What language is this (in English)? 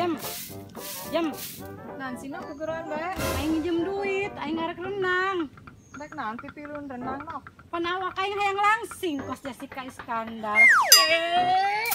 Sundanese